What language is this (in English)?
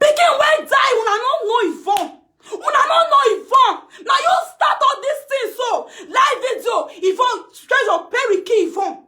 Nigerian Pidgin